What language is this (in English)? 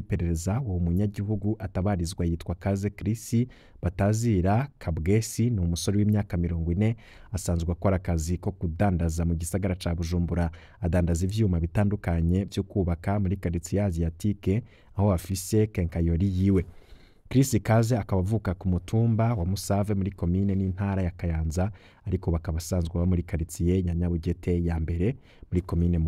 Rundi